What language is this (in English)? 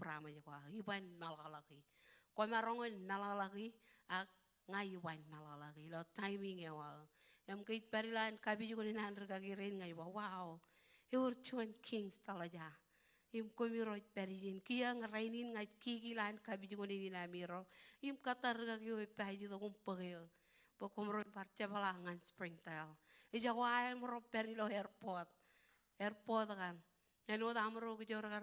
Marshallese